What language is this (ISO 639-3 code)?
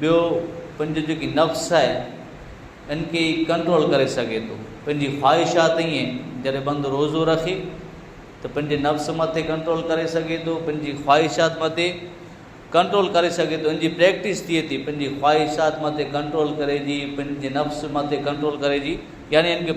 kfr